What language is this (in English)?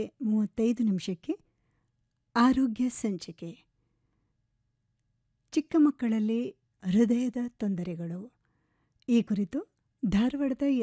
Kannada